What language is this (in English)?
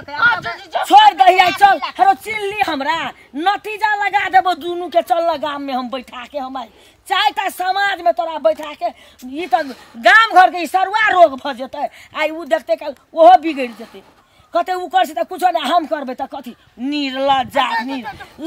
Maithili